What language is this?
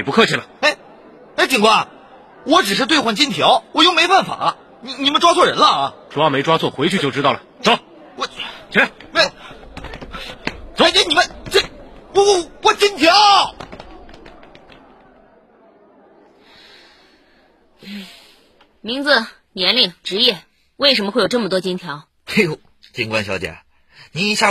Chinese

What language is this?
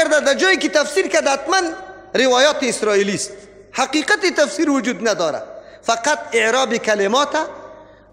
Persian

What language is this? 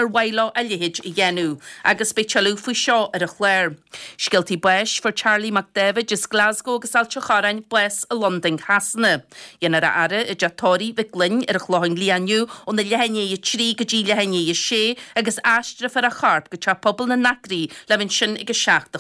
Irish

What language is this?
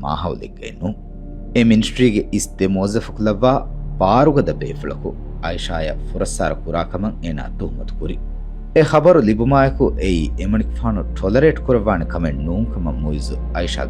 Divehi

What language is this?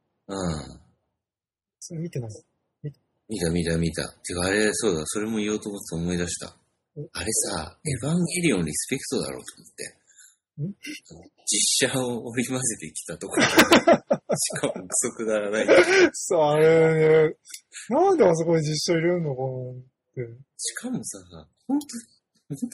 Japanese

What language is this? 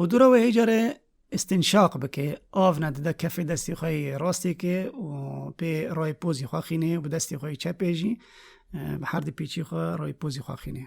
Kurdish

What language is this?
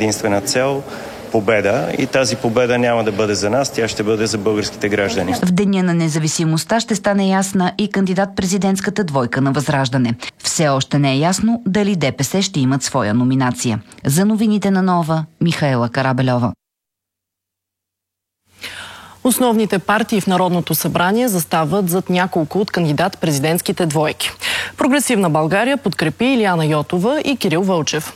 Bulgarian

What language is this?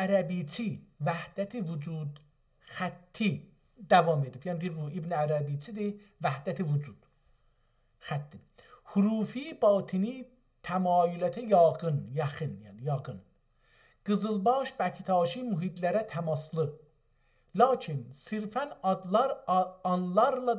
South Azerbaijani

